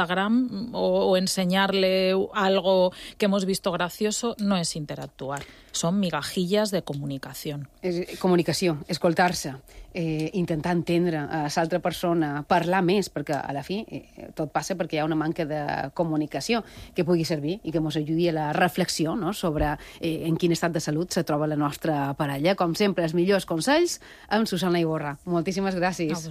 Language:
Catalan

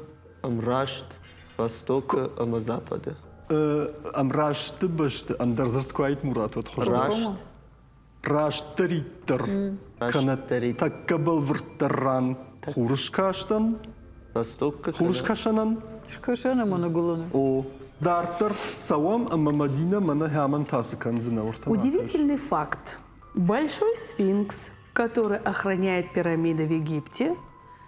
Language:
Ossetic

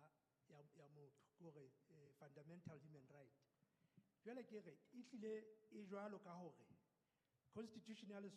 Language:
Southern Sotho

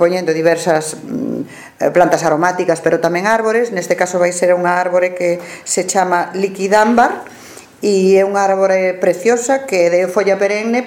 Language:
Galician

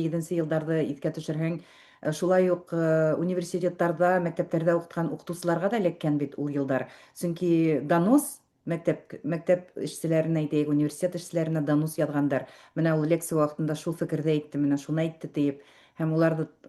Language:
Bashkir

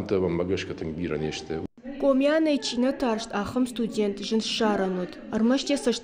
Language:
Ossetic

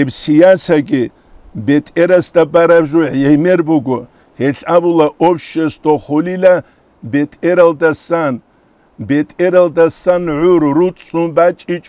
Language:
Avaric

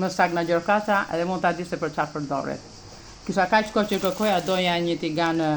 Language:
Albanian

